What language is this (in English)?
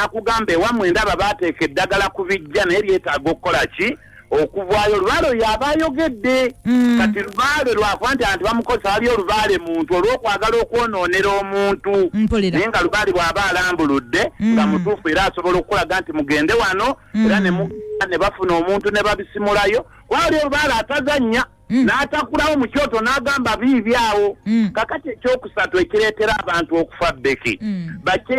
Ganda